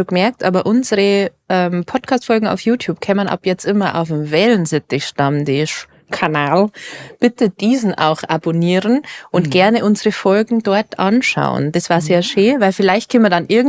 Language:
Bavarian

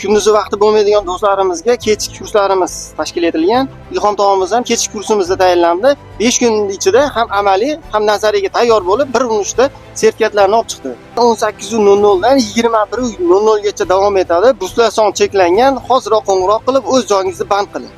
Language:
Uzbek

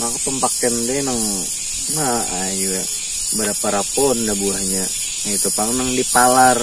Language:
Banjar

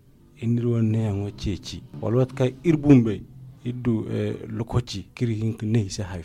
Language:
Zarma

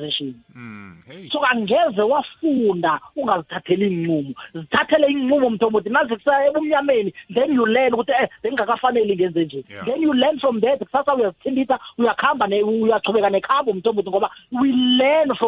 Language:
South Ndebele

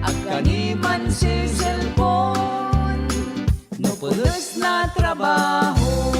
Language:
Pangasinan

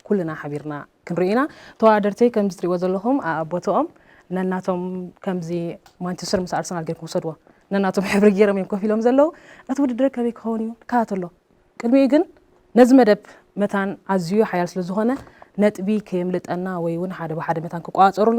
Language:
Tigrinya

